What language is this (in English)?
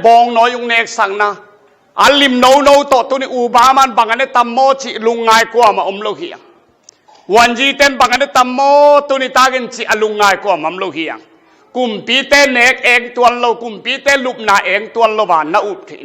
Tedim Chin